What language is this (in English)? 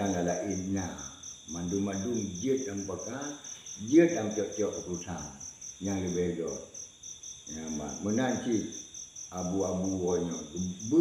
Achinese